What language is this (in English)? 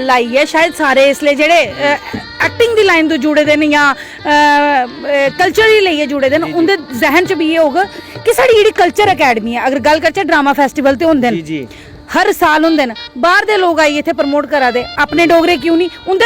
Dogri